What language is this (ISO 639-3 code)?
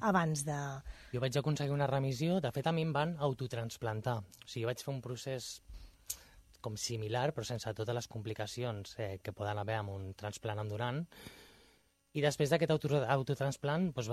cat